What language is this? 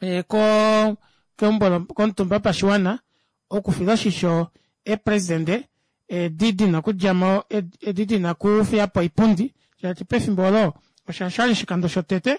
Kuanyama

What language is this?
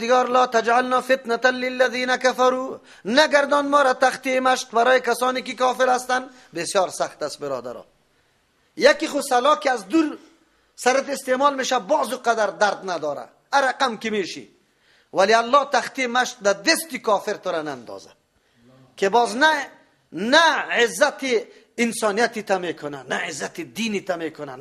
Persian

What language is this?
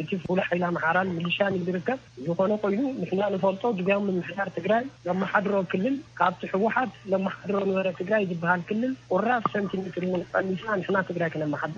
Tigrinya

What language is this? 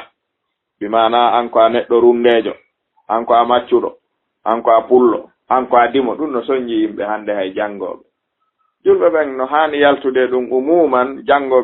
Fula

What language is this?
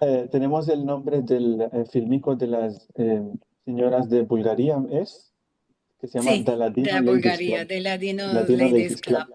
Ladino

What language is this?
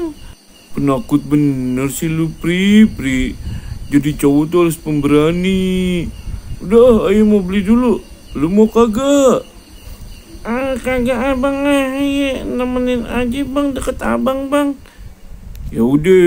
Betawi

